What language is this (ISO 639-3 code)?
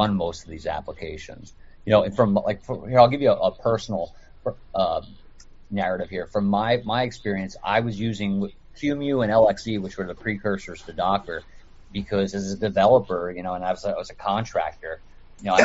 eng